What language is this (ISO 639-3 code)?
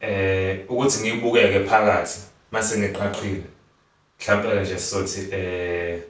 zul